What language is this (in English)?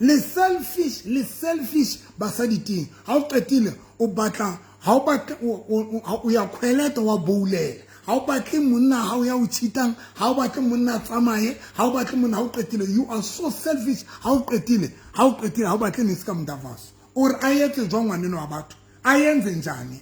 Southern Sotho